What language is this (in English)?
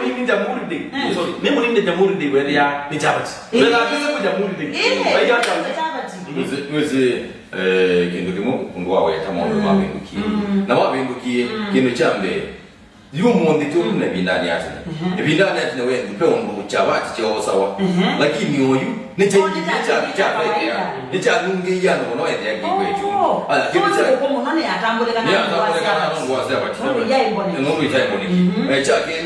Kamba